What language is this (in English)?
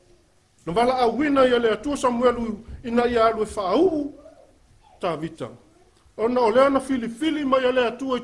Samoan